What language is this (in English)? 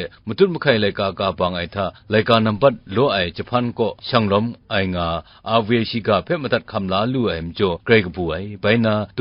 Kachin